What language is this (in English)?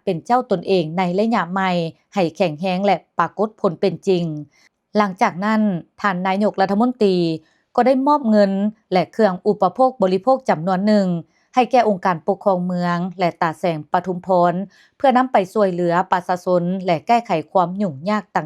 Lao